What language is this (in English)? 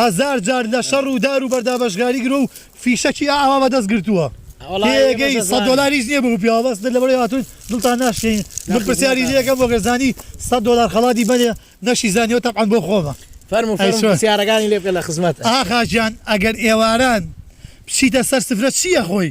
Central Kurdish